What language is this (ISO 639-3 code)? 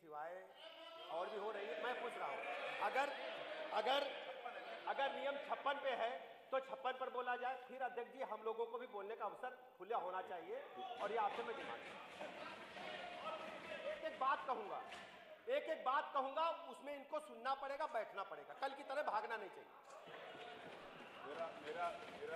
hin